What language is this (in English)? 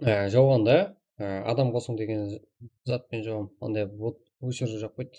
Kara-Kalpak